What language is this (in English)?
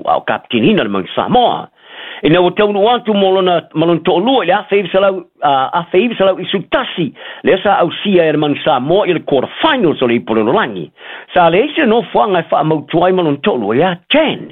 Samoan